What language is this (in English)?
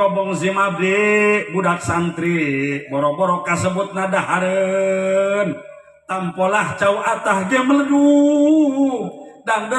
Sundanese